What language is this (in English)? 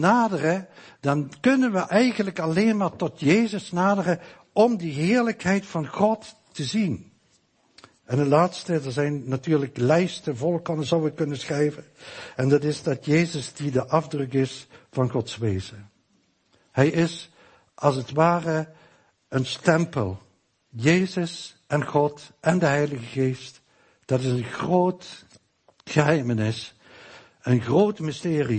Dutch